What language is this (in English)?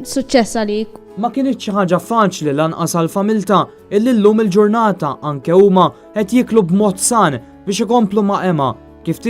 Maltese